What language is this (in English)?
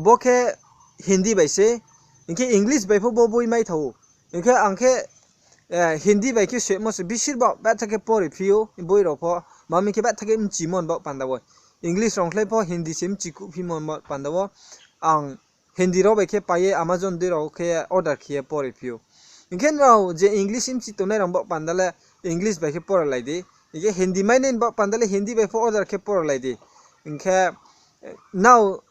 Riang (India)